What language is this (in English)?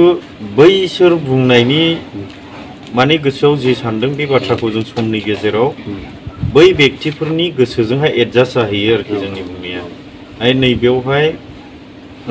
Bodo